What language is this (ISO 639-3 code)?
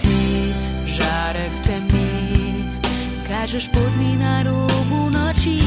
slv